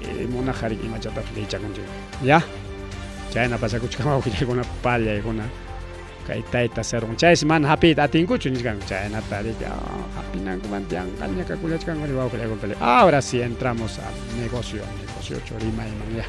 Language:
Ayacucho Quechua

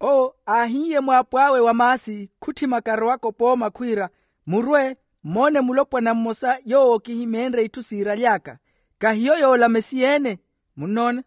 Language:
Makhuwa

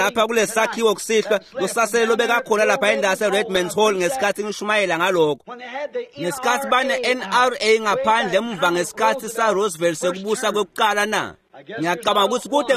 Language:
Swati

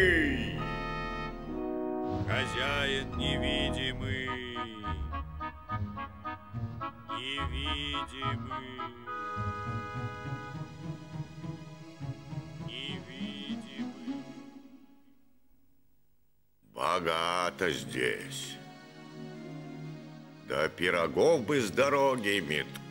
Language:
Russian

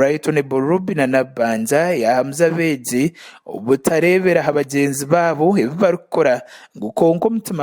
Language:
Nyankole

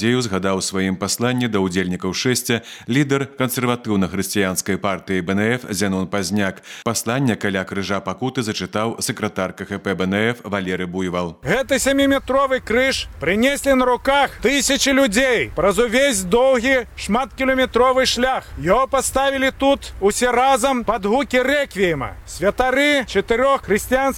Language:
Belarusian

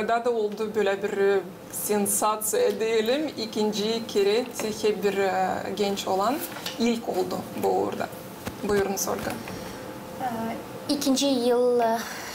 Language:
Gagauz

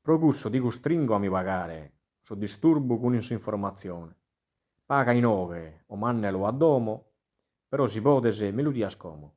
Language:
Sardinian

